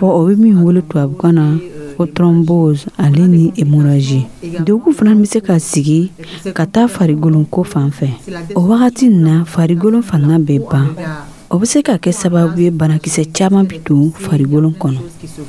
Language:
Dyula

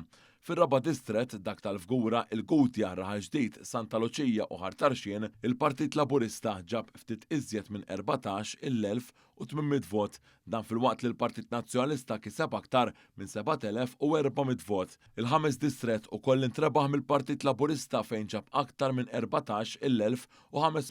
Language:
Maltese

